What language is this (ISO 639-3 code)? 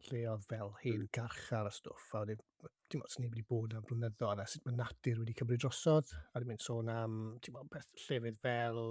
cym